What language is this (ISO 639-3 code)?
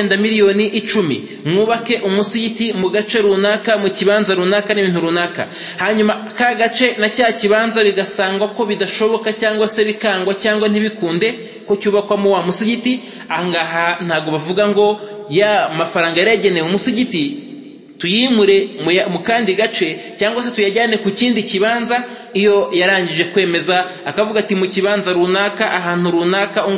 kin